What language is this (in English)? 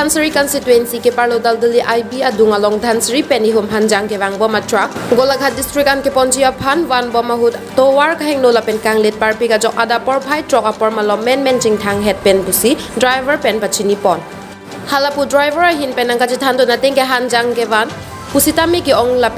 Karbi